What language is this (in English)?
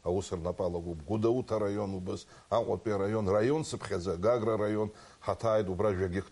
Abkhazian